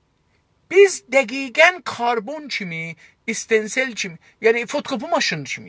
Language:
South Azerbaijani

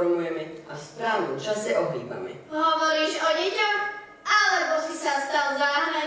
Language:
Slovak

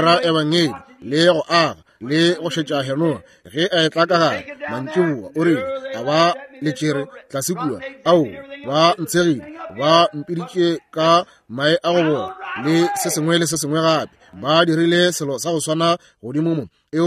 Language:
Northern Sotho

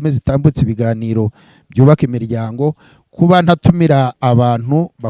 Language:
Kinyarwanda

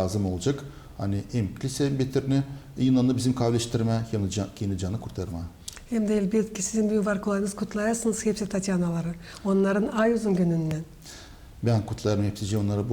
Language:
Gagauz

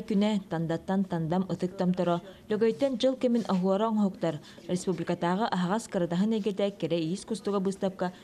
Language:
Yakut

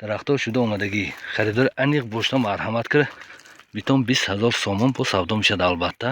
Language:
Tajik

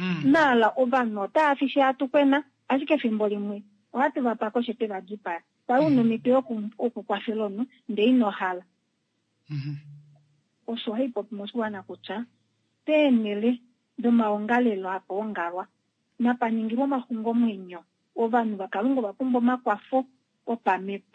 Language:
Kuanyama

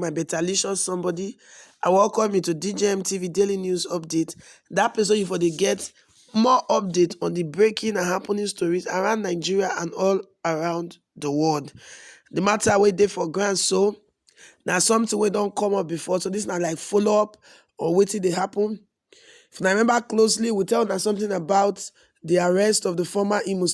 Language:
Nigerian Pidgin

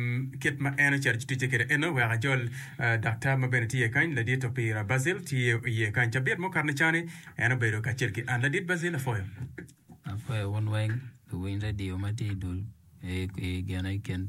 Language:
Acoli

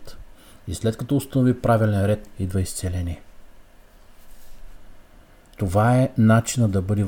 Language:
Bulgarian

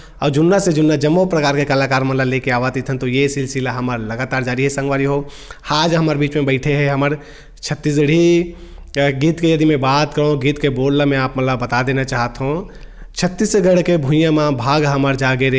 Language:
Chhattisgarhi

